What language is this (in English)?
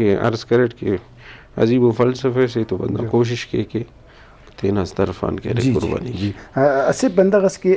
Brahui